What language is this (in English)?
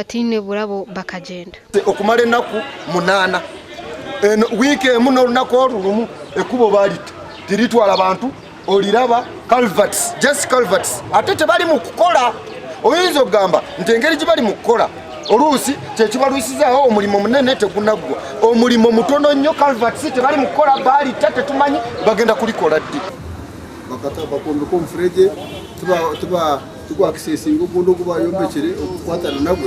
Nyankole